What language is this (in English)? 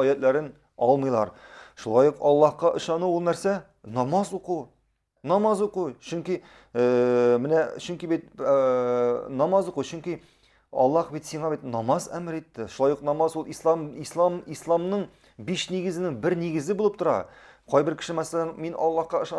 Tatar